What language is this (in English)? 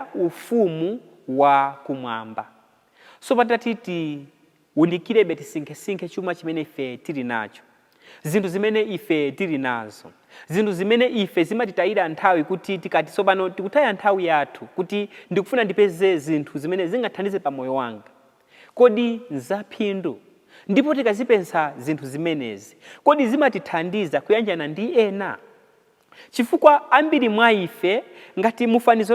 Nyanja